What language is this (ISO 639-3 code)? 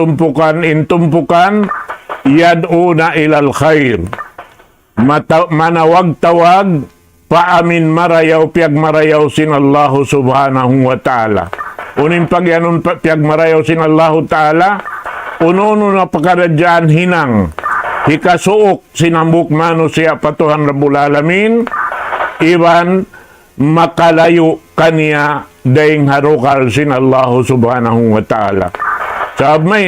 tsg